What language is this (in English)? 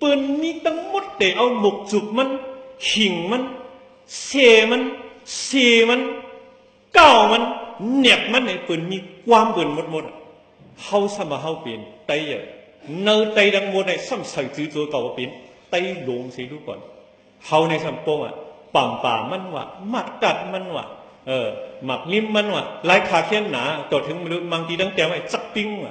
Shan